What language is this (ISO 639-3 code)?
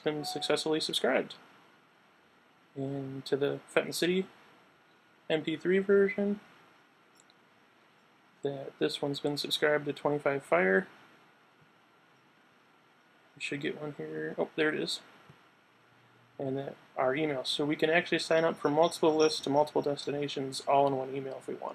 eng